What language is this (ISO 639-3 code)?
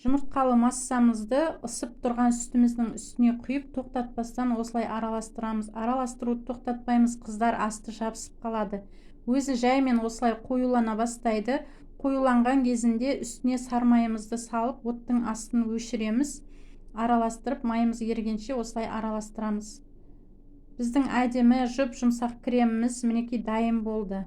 kaz